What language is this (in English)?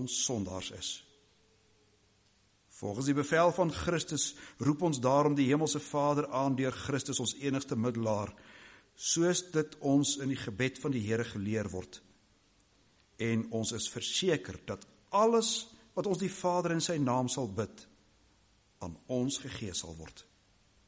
Afrikaans